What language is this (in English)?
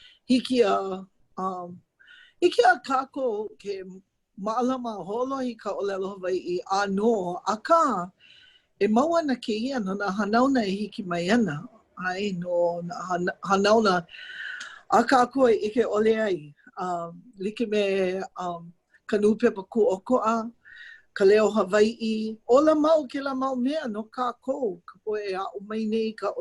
Hawaiian